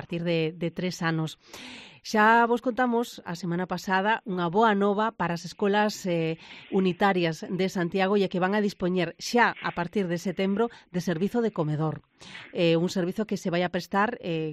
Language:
Galician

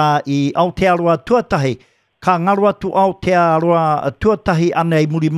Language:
Māori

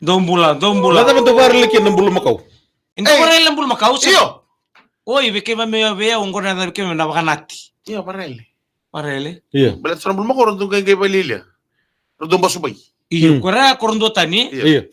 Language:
Fijian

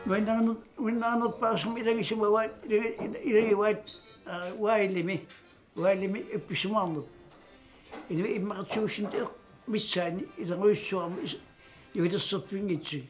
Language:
Kalaallisut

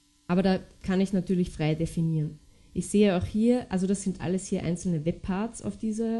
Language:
German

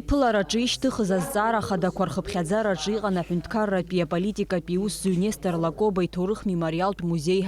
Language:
Abkhazian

